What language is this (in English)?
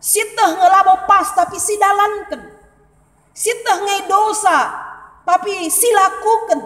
Batak Karo